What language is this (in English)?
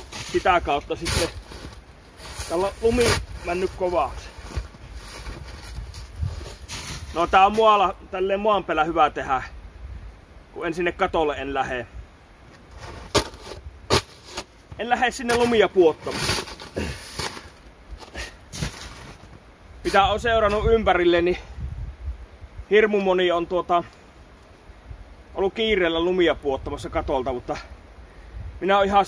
Finnish